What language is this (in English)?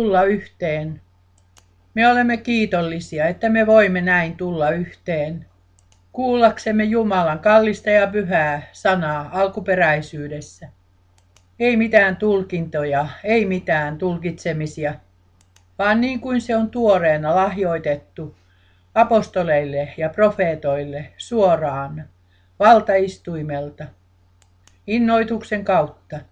Finnish